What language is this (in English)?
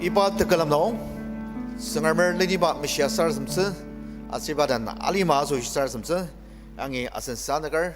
Ao Naga